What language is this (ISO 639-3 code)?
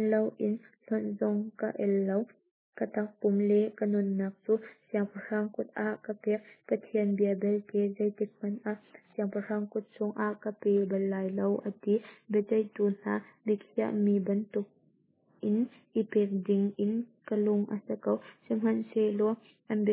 cnh